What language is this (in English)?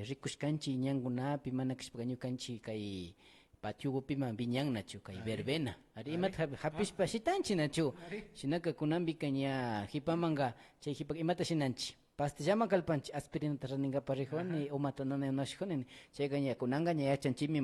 Imbabura Highland Quichua